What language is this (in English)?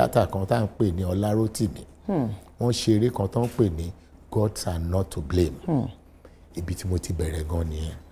Yoruba